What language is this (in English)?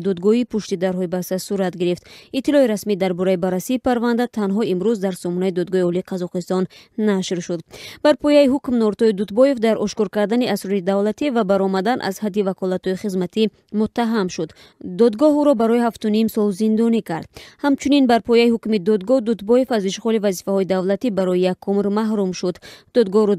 Tajik